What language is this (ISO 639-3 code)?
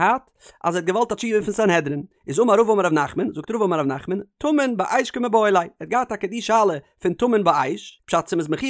yid